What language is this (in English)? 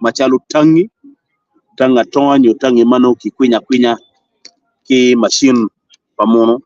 Acoli